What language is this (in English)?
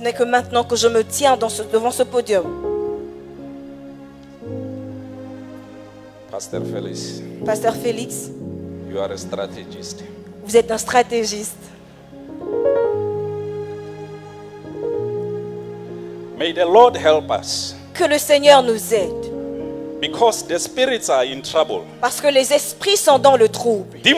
French